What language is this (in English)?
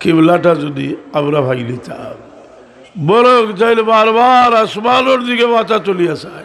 Sylheti